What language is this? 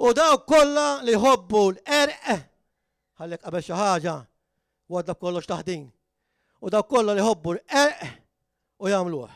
Maltese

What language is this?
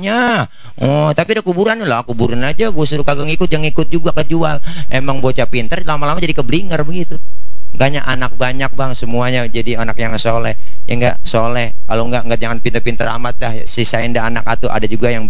Betawi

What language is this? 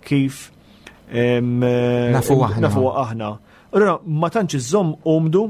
Maltese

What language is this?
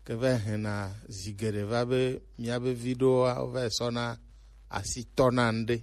Gen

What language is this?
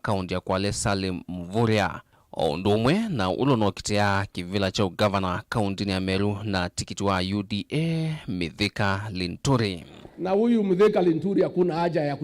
Kamba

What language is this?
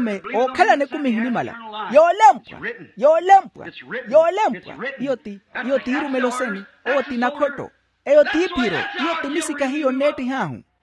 Makhuwa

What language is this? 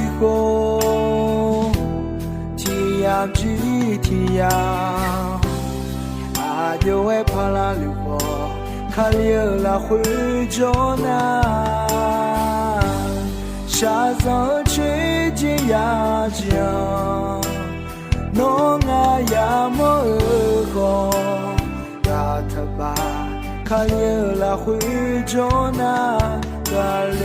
Akha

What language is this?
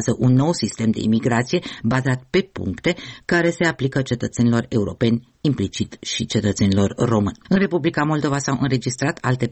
Romanian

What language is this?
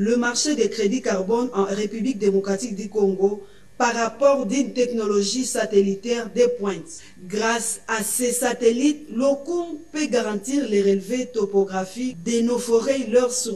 French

